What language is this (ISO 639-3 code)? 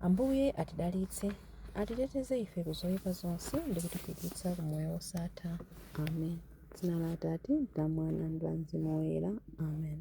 nya